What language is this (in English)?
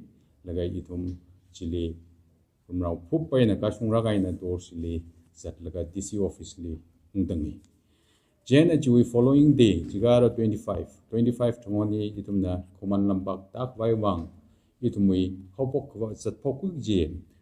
Tangkhul Naga (India)